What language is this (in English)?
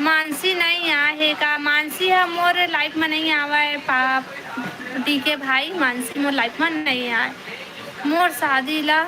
Chhattisgarhi